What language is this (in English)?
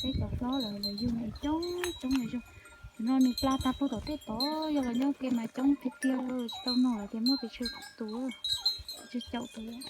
Hmong